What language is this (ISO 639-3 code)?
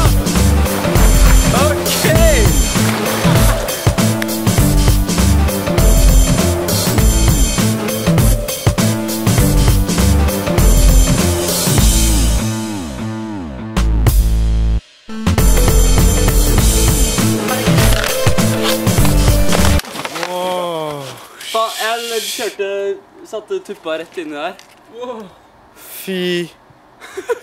nor